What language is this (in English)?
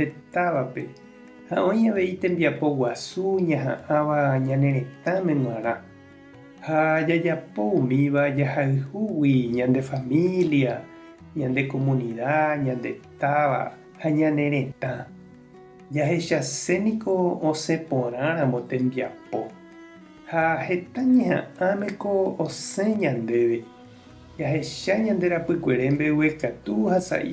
Guarani